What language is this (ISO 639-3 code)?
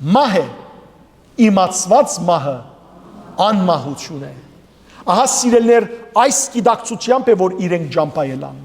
hyw